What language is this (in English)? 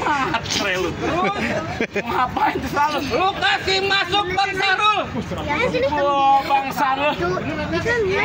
Betawi